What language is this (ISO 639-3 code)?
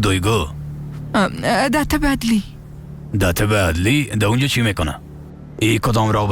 fas